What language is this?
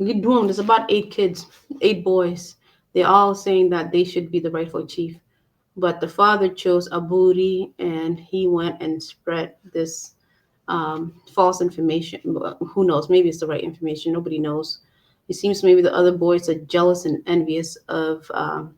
Acoli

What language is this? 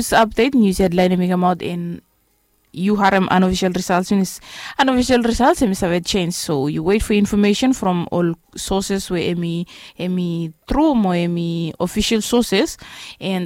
Bislama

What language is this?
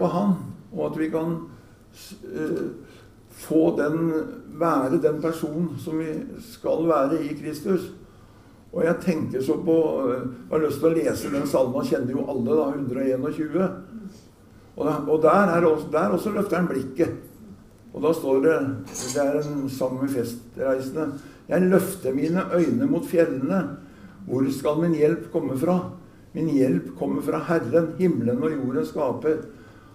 Norwegian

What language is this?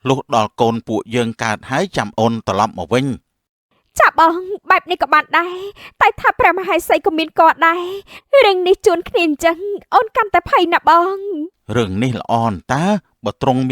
Khmer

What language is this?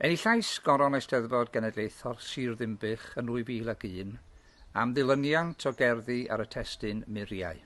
Welsh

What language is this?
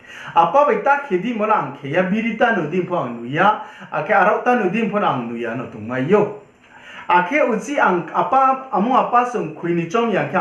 Riang (India)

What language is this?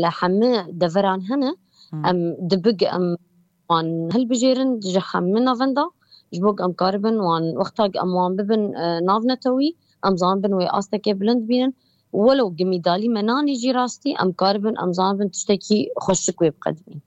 Kurdish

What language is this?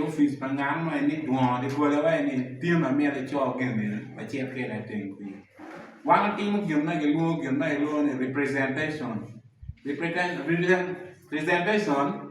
Acoli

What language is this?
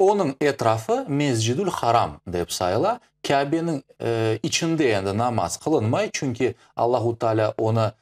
Crimean Tatar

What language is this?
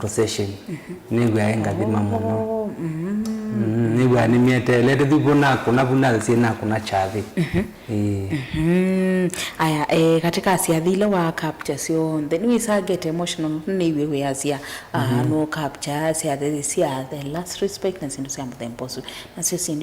Kamba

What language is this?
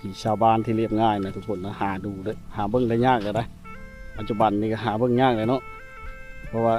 Lao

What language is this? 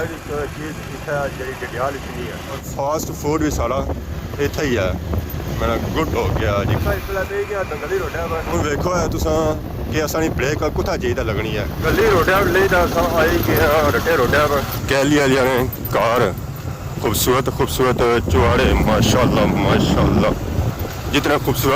Pahari-Potwari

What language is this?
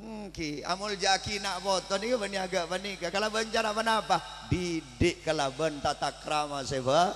Madurese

